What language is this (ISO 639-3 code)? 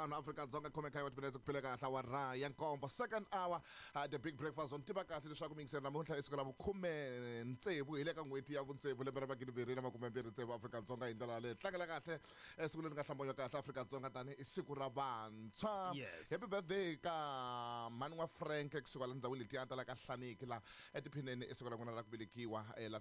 tso